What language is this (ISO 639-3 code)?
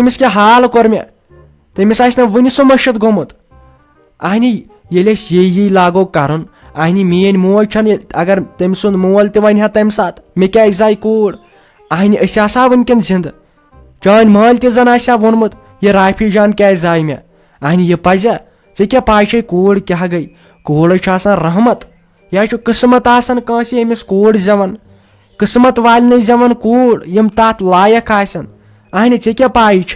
kas